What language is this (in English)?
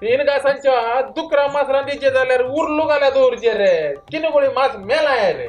Konkani